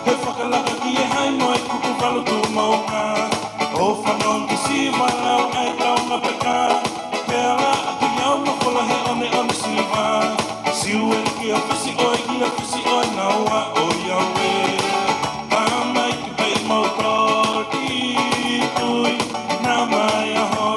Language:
Tongan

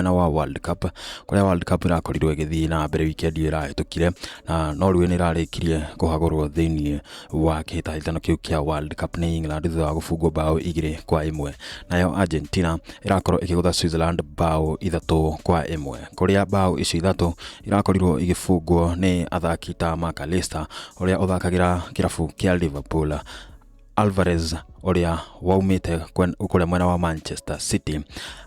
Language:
Kikuyu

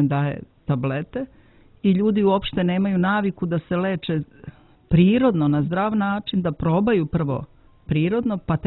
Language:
Serbian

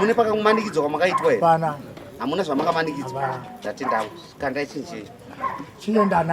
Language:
Shona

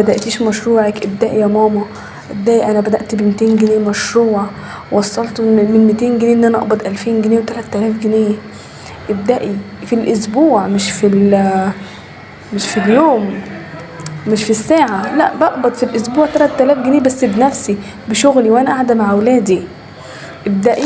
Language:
Egyptian Arabic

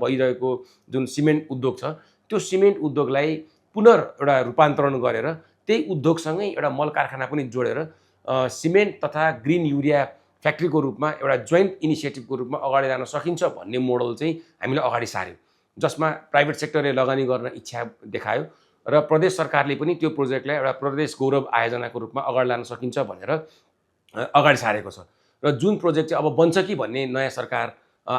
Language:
Nepali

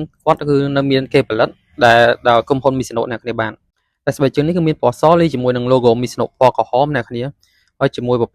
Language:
Khmer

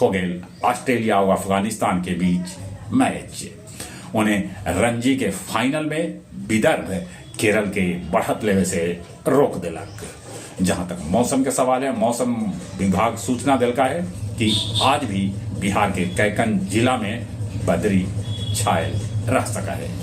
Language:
Magahi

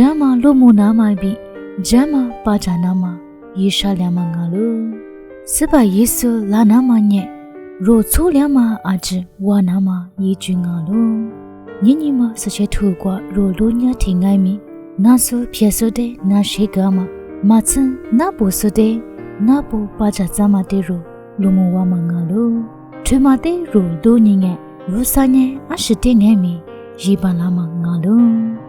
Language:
Lisu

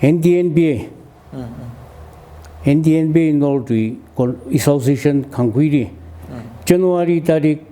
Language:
Tangkhul Naga (India)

